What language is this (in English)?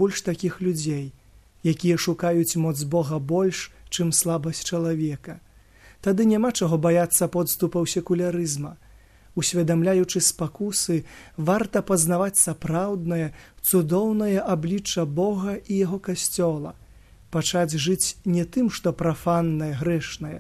Belarusian